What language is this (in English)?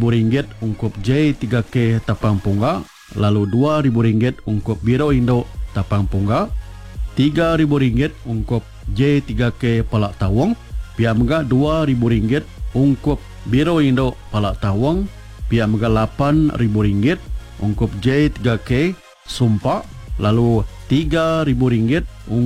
Malay